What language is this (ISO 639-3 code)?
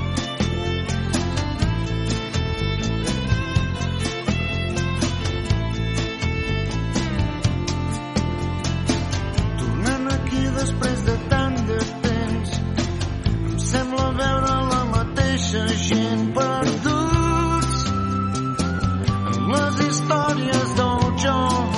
cat